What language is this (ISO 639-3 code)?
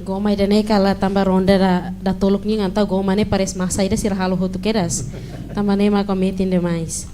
tet